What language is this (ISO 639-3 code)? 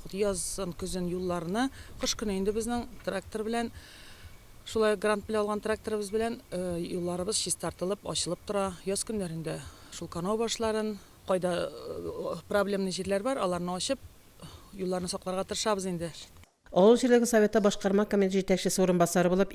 tat